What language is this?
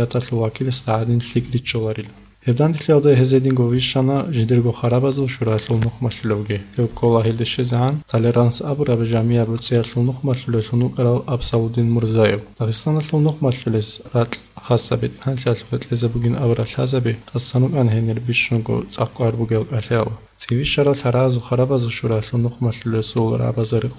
Avaric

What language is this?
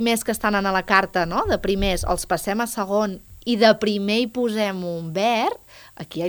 Catalan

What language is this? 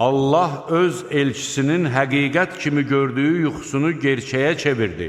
Azerbaijani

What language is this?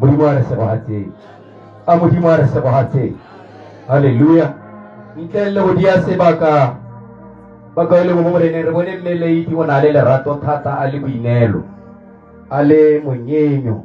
Tswana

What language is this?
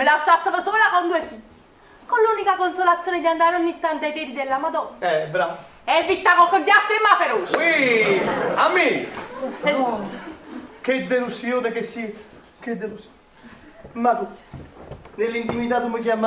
Neapolitan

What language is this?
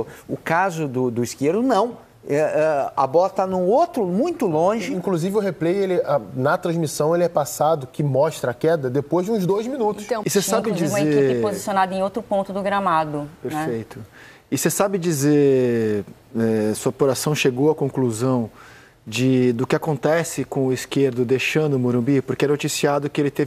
Portuguese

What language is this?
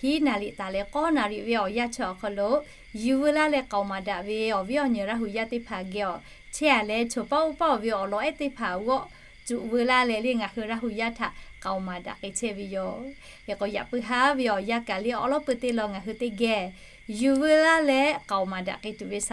Lahu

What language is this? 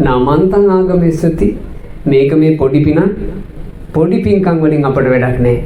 Sinhala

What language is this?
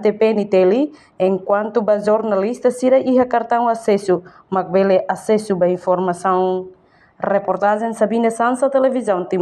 Tetum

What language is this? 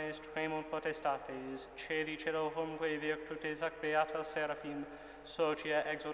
Latin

